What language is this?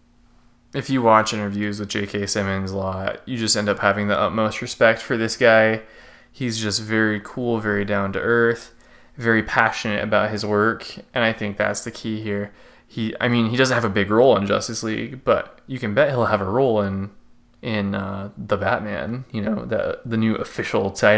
English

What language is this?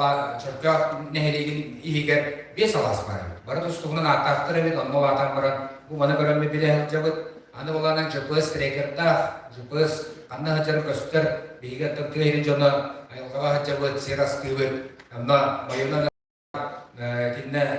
Yakut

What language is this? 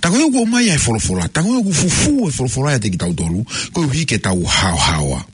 Tongan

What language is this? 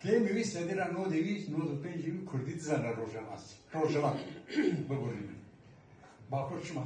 Kurdish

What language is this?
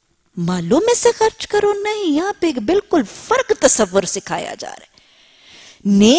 Urdu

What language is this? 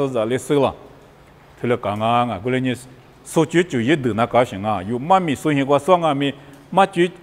Lisu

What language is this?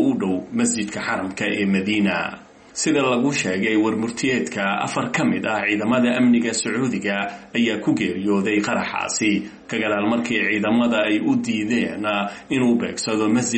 Somali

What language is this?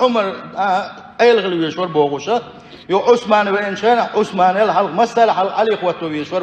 Chechen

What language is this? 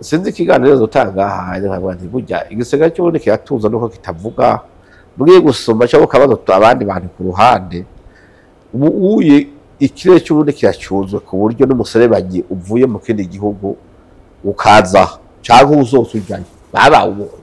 Rundi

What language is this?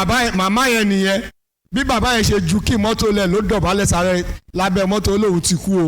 Yoruba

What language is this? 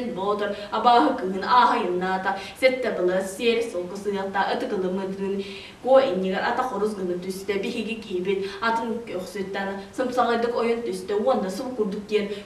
Yakut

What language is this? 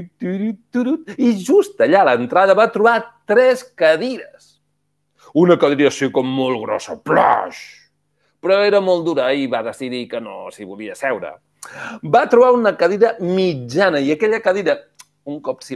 Catalan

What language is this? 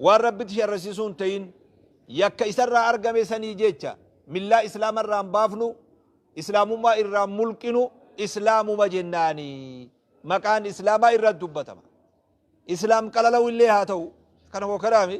Oromo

